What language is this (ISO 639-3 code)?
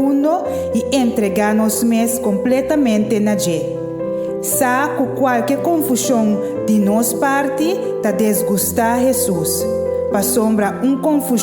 pap